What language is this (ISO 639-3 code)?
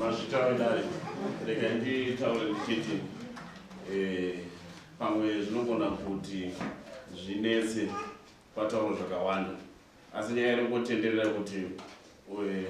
sna